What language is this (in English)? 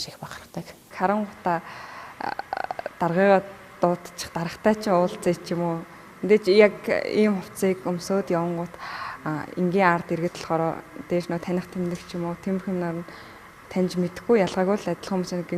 Mongolian